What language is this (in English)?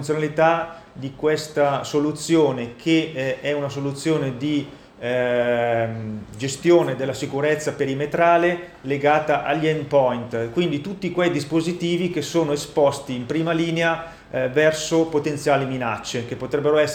Italian